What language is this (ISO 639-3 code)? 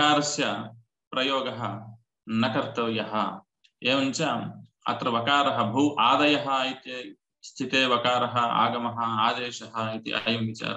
san